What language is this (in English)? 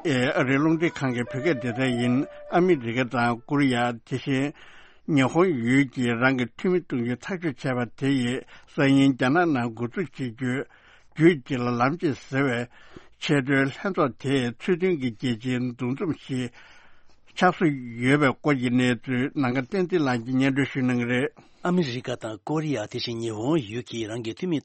Tibetan